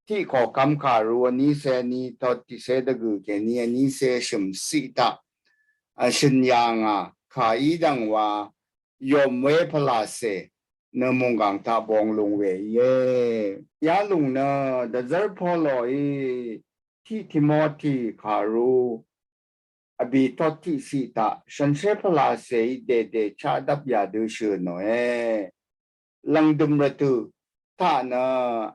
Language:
Rawang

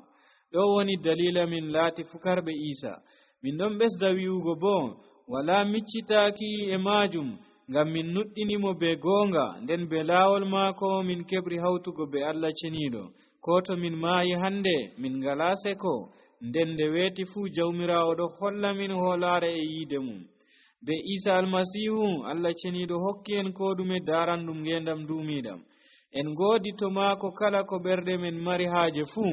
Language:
Nigerian Fulfulde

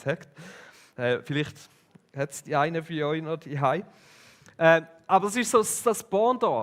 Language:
Swiss German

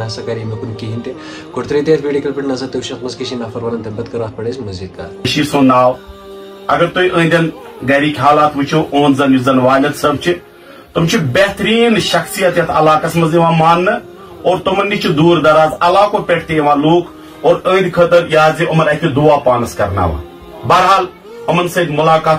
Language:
Kashmiri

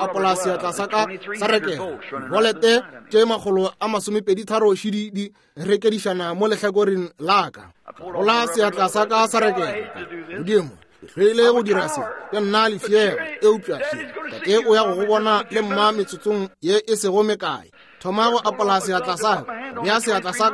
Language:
Northern Sotho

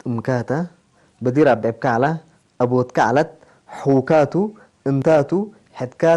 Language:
Tigre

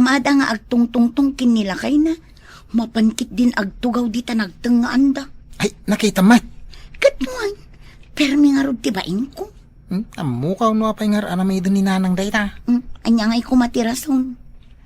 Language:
Iloko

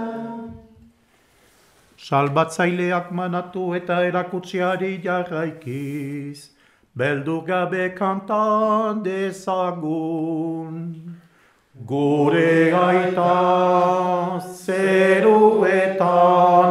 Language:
Basque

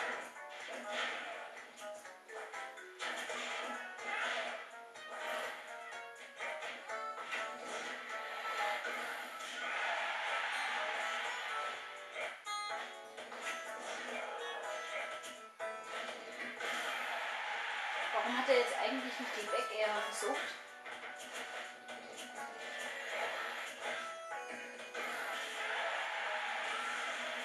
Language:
German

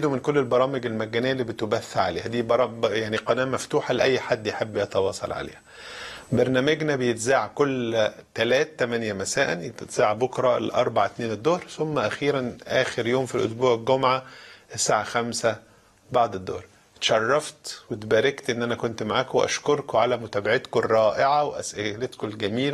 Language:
Egyptian Arabic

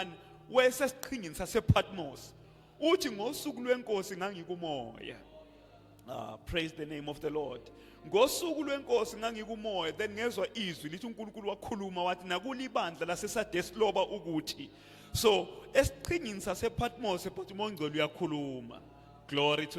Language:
Zulu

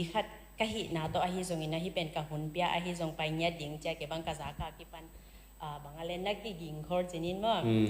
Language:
Tedim Chin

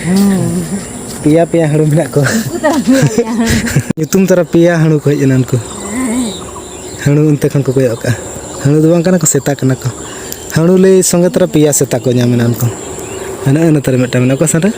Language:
Santali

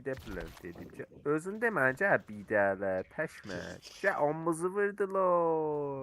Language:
South Azerbaijani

